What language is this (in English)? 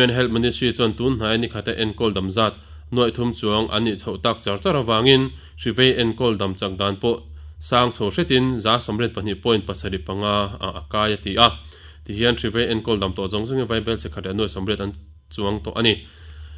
Mizo